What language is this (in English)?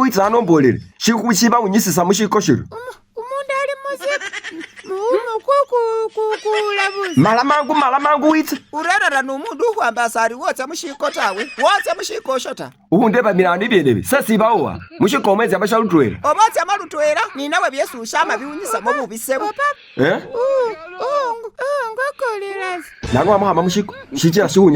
Masaaba